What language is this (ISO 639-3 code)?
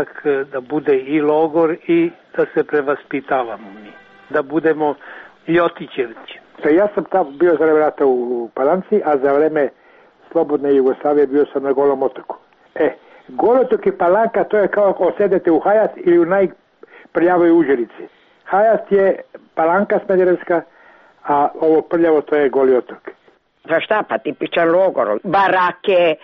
srp